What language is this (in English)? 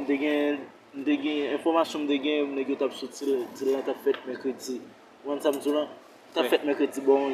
Haitian Creole